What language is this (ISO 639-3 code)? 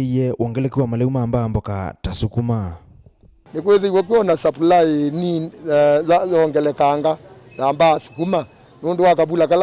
kam